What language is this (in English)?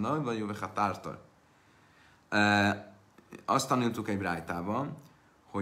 Hungarian